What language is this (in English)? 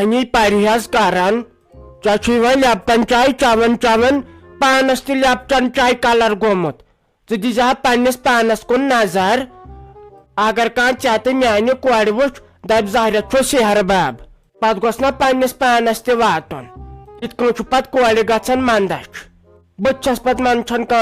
Kashmiri